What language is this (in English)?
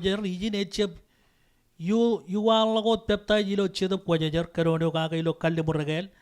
Marshallese